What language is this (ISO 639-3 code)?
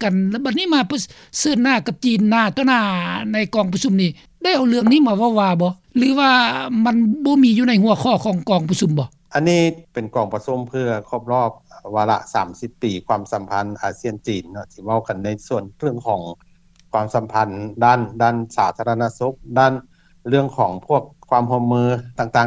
lao